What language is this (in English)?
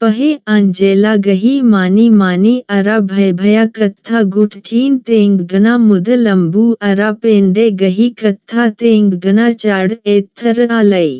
Kurukh